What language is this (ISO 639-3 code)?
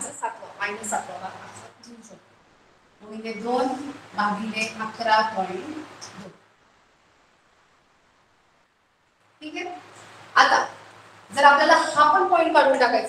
mar